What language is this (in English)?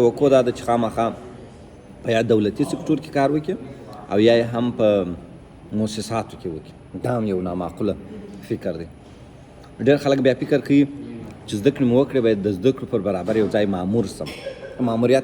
Pashto